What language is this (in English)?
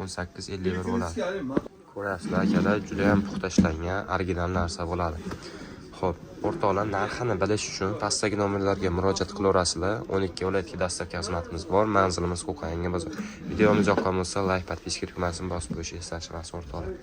Uzbek